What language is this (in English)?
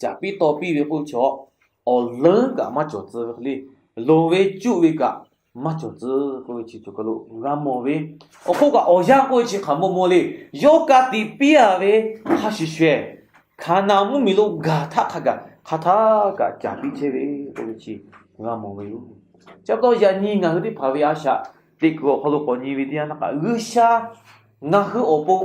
Lahu